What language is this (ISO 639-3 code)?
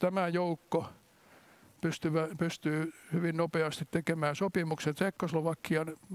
fin